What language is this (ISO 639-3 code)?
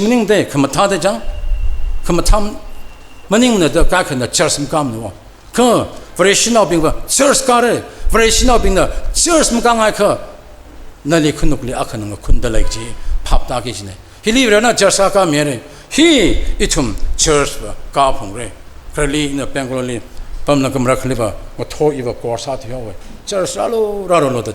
nmf